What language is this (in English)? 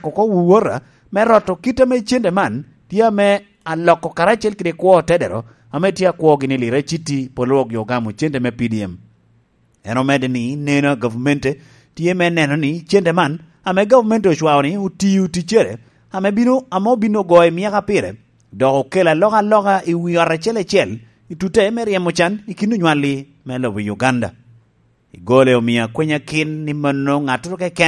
Lango (Uganda)